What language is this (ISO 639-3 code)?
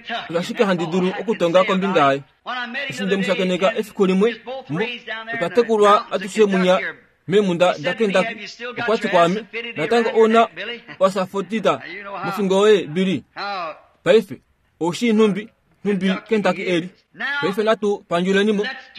kua